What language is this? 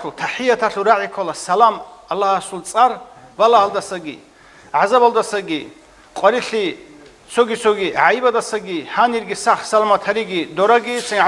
Avaric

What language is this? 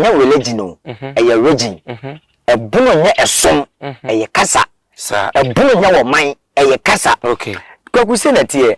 Akan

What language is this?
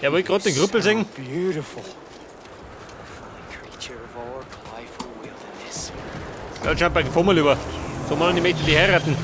Bavarian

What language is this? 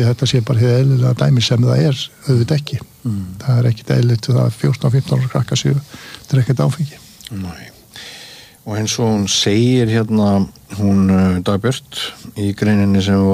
Icelandic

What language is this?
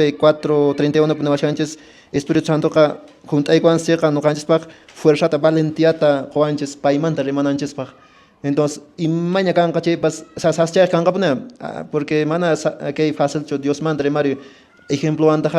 Quechua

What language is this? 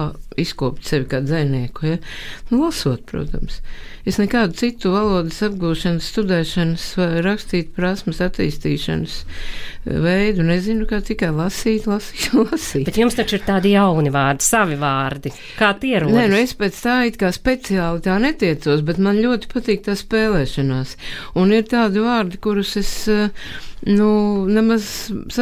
Latvian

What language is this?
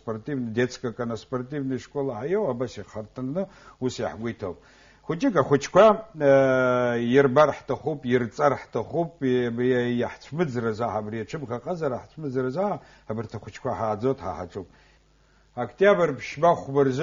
Abkhazian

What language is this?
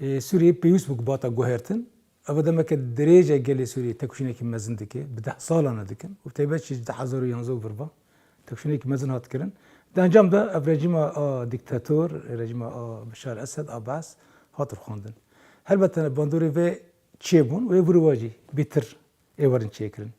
Kurdish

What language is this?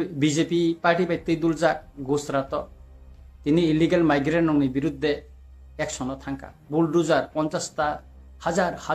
Kok Borok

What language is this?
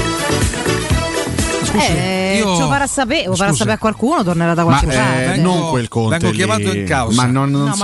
Italian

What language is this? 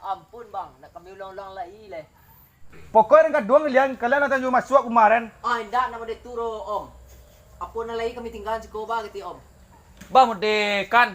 Minangkabau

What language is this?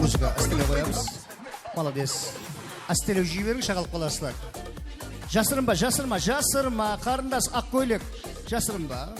Kara-Kalpak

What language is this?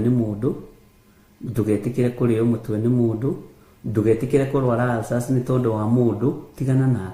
Kikuyu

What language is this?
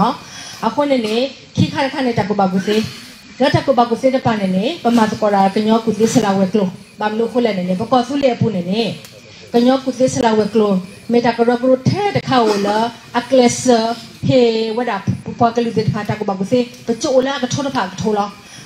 S'gaw Karen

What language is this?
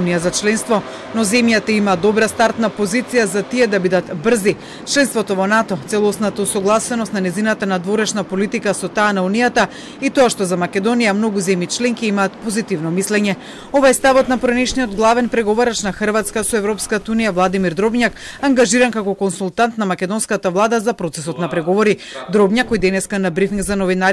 Macedonian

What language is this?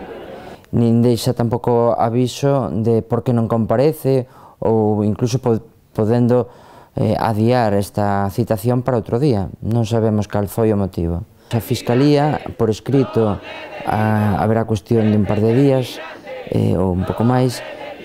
Galician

